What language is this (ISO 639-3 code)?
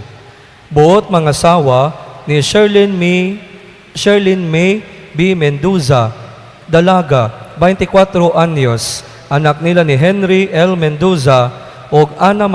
ceb